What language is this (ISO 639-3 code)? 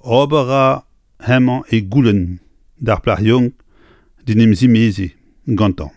bre